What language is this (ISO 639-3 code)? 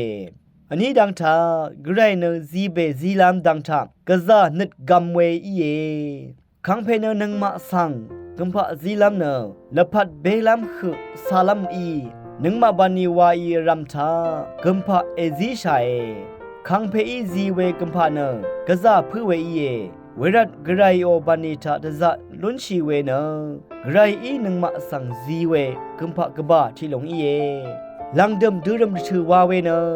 raw